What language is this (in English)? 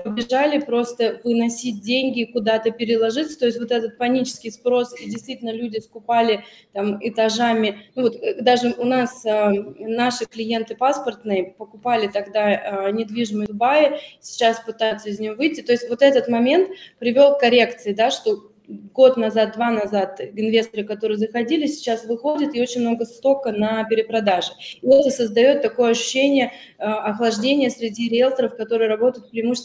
Russian